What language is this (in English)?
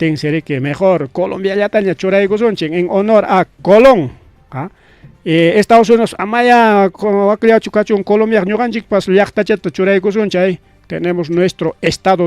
Ayacucho Quechua